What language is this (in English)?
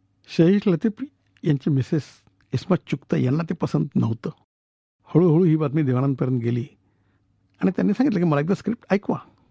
Marathi